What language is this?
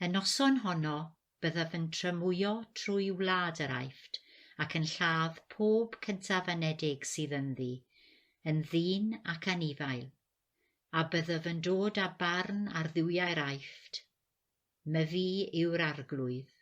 Welsh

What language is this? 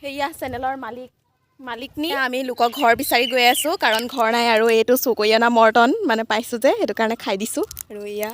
Assamese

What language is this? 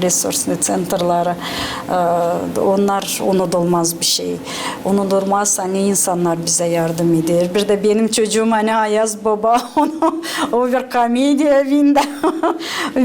Gagauz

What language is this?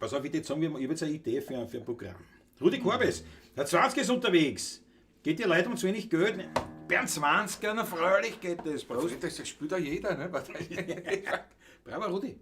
Bavarian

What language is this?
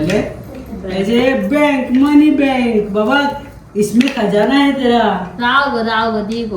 Konkani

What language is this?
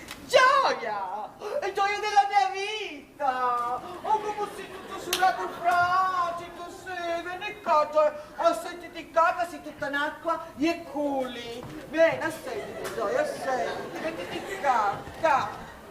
Sicilian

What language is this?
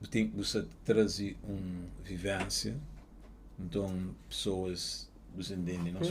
Kabuverdianu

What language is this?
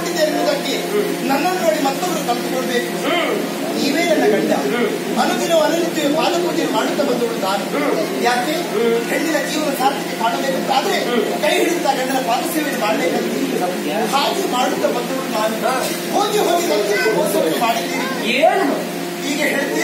Kannada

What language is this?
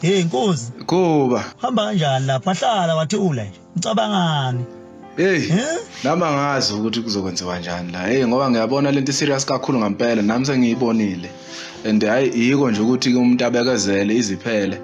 Zulu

